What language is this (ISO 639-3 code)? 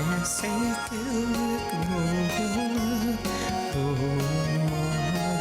bak